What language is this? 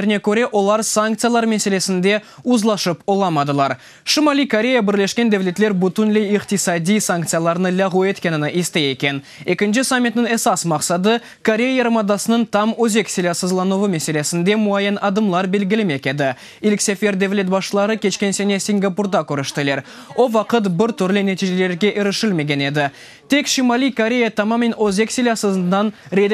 Crimean Tatar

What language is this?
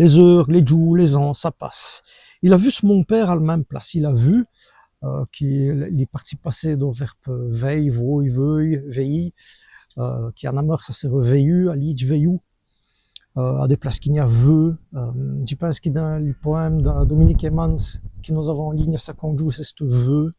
Walloon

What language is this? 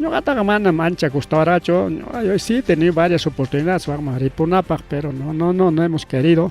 Ayacucho Quechua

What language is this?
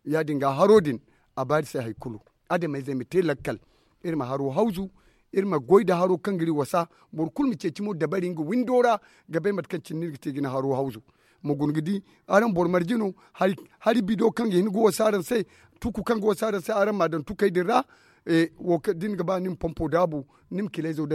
Zarma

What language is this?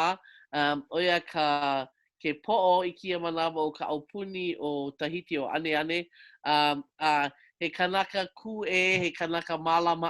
Hawaiian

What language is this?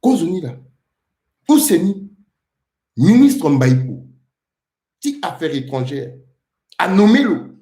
Sango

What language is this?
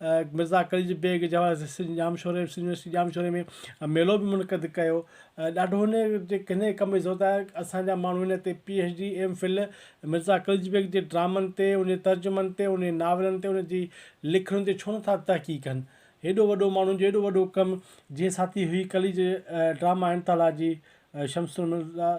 Sindhi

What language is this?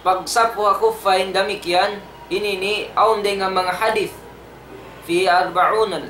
Tausug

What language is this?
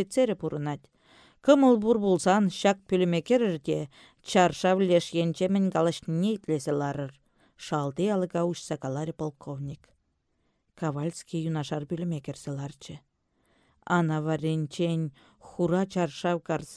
Chuvash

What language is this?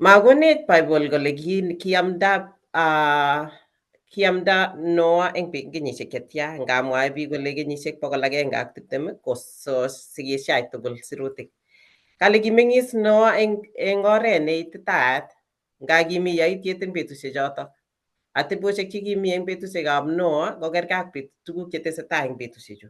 Kalenjin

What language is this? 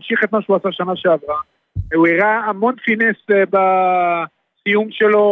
Hebrew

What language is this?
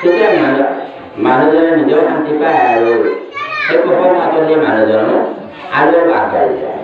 Assamese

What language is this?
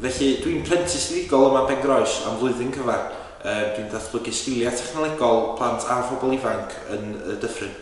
Welsh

